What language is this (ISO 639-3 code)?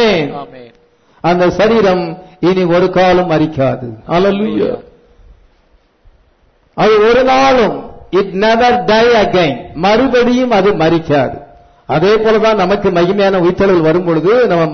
tam